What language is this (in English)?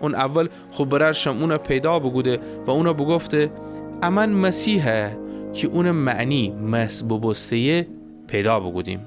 Gilaki